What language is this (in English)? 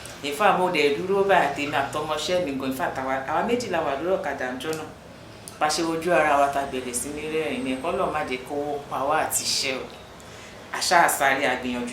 Yoruba